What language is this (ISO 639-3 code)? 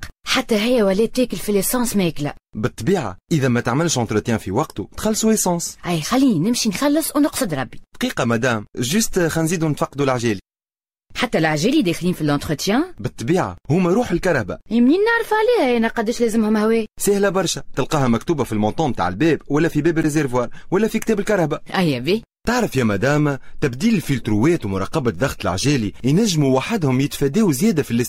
aeb